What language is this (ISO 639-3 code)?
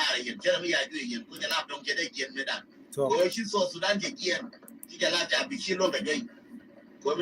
nus